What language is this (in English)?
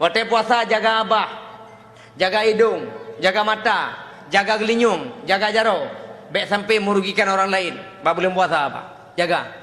Achinese